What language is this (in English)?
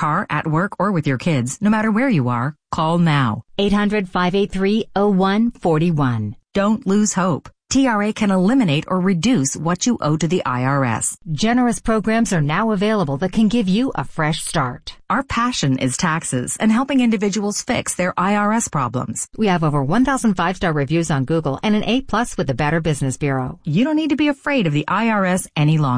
English